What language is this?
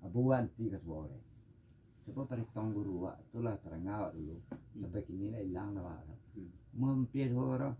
Minangkabau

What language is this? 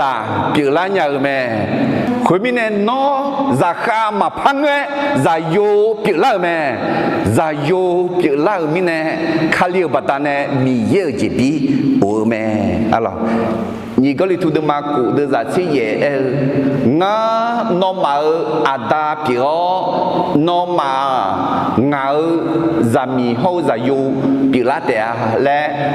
Akha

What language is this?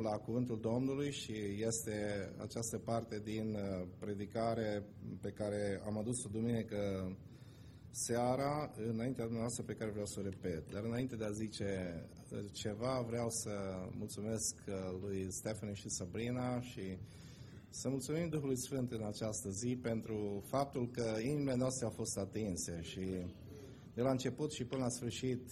Romanian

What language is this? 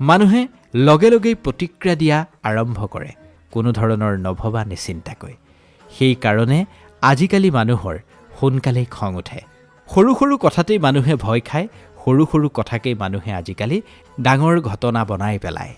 Assamese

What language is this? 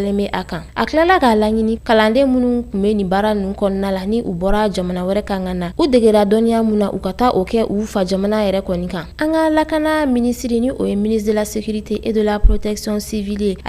Bambara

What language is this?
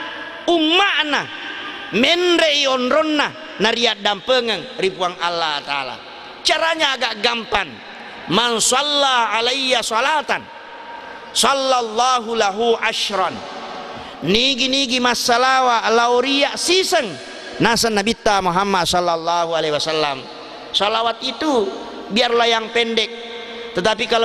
Buginese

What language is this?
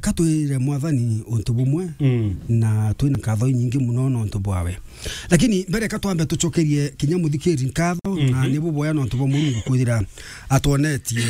Meru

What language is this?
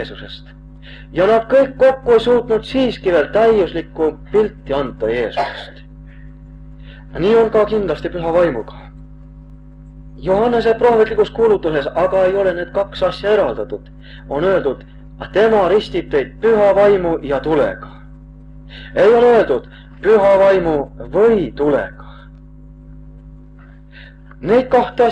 Estonian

